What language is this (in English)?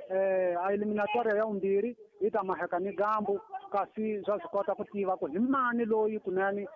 Tsonga